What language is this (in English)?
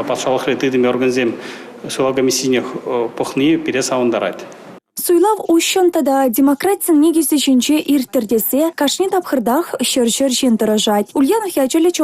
Chuvash